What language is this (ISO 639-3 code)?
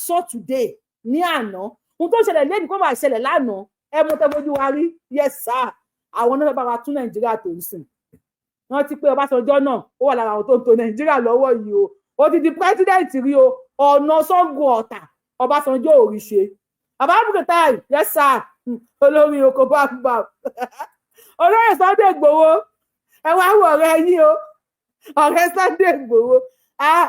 yor